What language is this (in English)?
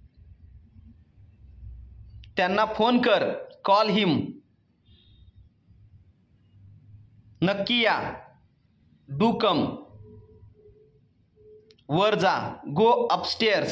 Marathi